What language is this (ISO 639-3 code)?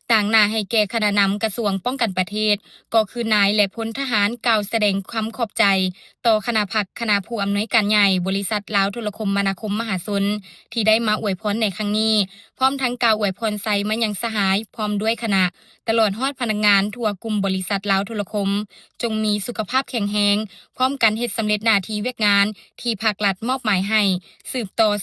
lao